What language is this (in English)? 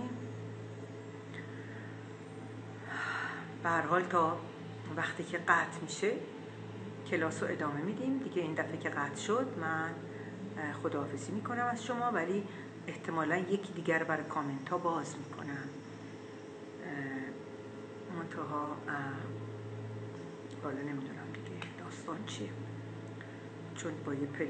Persian